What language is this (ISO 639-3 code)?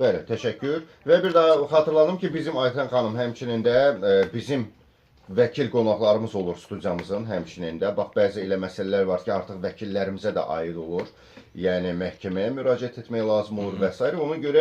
aze